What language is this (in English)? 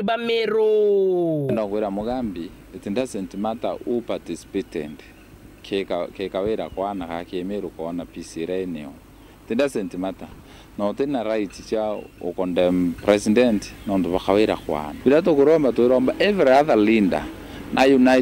Meru